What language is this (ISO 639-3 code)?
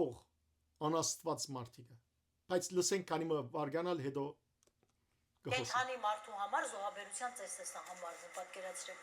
hyw